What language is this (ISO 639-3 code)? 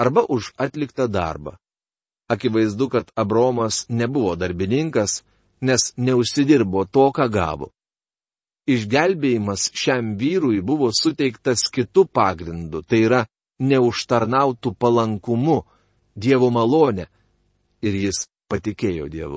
lit